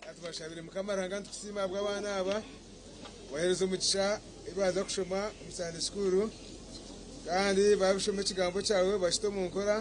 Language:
Nyankole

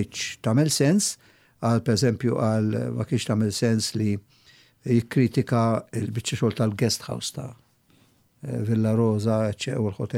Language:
Maltese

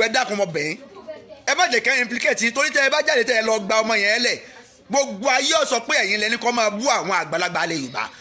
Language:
Yoruba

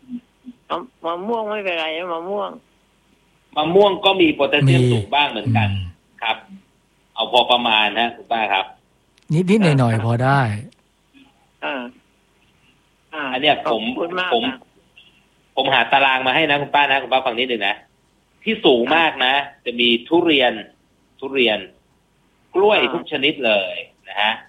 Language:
Thai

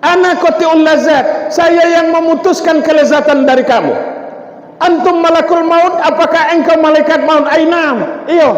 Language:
Minangkabau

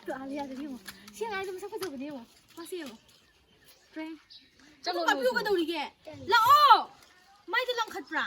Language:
Manipuri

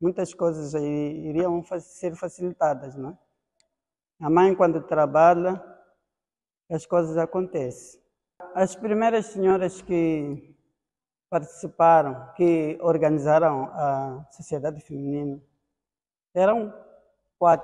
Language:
Portuguese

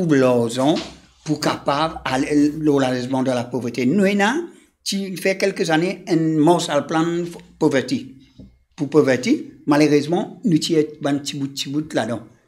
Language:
Morisyen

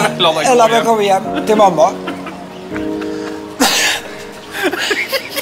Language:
Norwegian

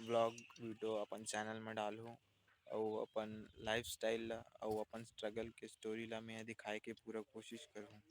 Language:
Chhattisgarhi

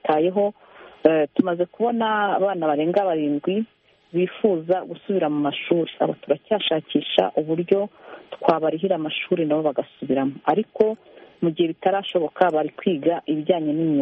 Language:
Kinyarwanda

